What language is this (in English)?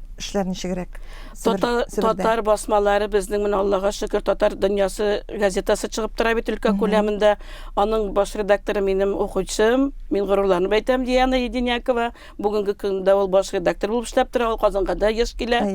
Tatar